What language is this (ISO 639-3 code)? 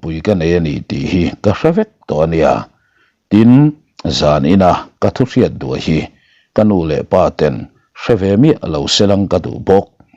lus